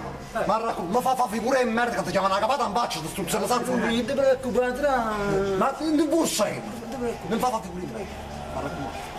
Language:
Neapolitan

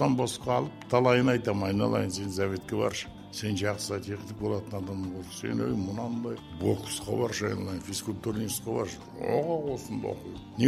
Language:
Kazakh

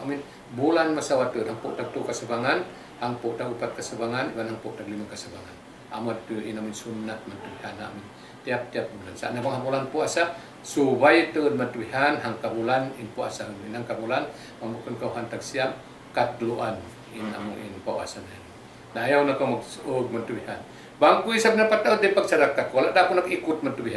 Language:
Tausug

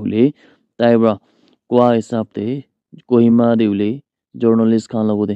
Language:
Naga Pidgin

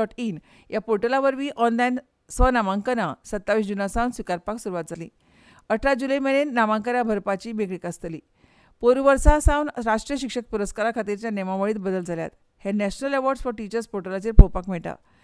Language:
Konkani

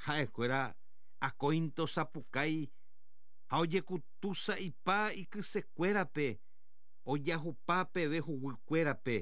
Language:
Guarani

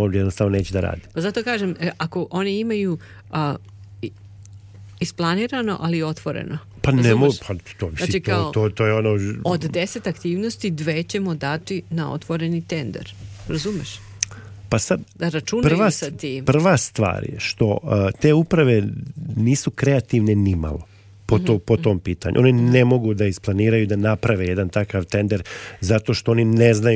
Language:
Serbian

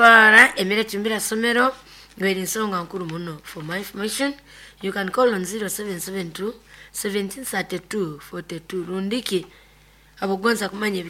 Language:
Nyoro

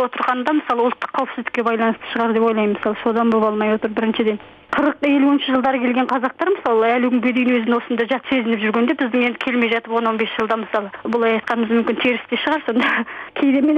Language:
Kazakh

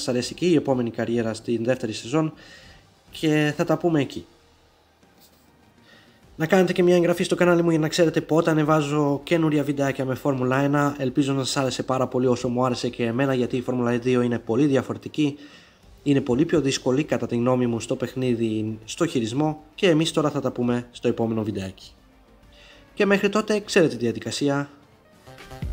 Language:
Greek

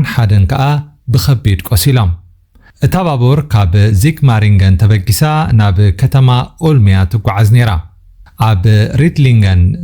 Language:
Tigrinya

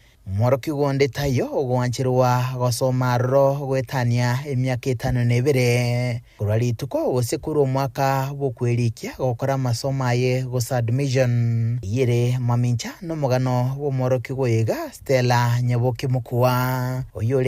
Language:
Gusii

